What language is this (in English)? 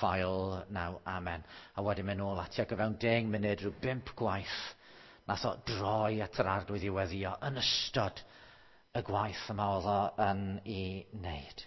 Welsh